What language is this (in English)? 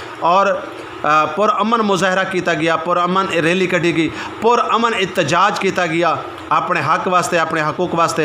Saraiki